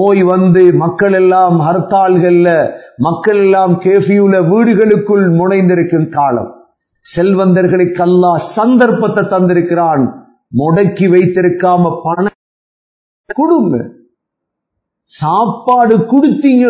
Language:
Tamil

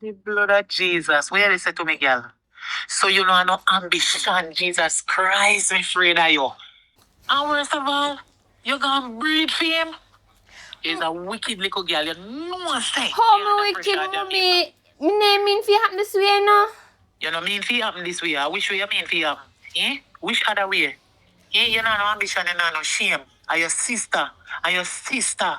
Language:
Jamaican Creole English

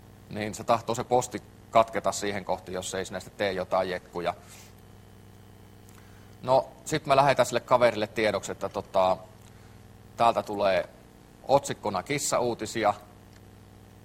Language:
Finnish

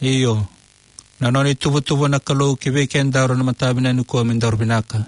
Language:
Fijian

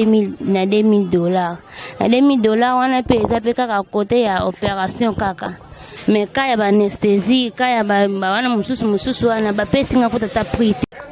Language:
Lingala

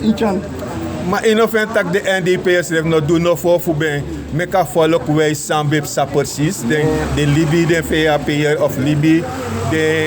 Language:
Sranan Tongo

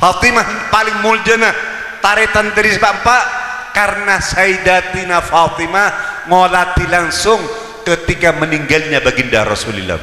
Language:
Madurese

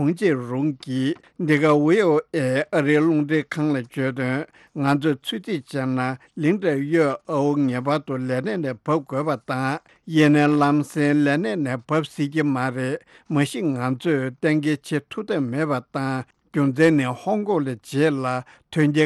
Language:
Tibetan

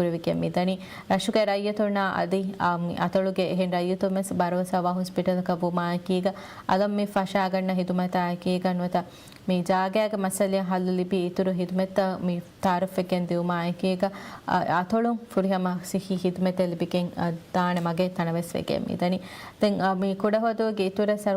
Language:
Divehi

